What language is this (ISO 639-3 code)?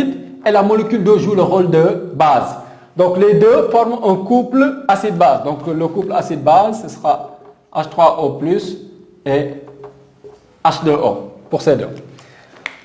fra